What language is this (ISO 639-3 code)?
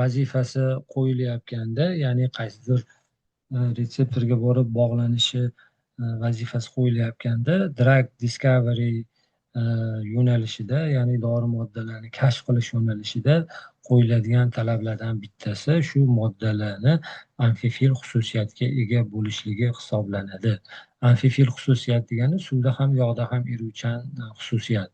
uzb